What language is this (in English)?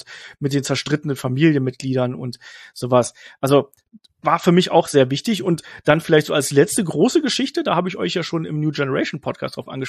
German